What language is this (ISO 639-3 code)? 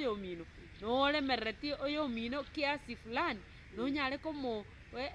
guz